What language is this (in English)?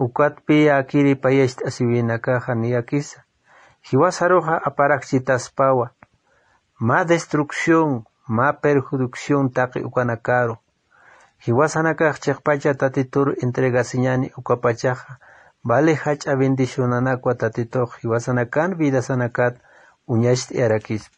Aymara